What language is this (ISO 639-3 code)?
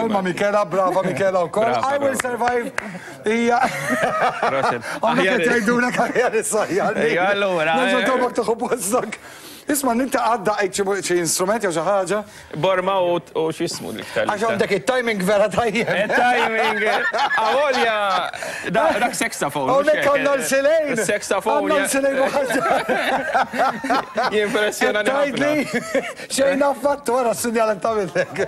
mlt